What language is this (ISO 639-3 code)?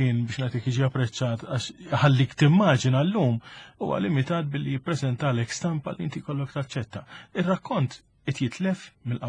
mlt